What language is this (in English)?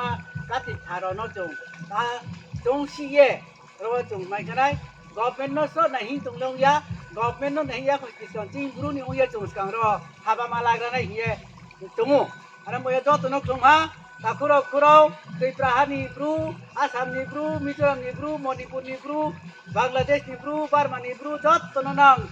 Riang (India)